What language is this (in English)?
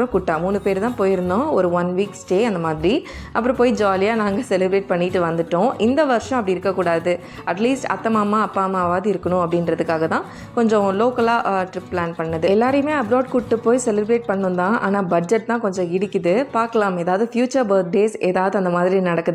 Tamil